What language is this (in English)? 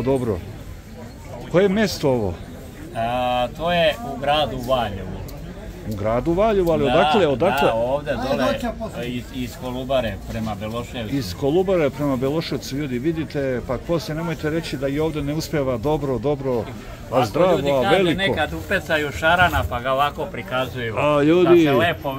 Serbian